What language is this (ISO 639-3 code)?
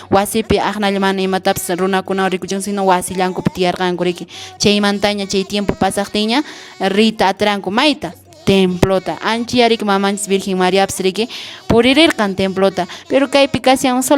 que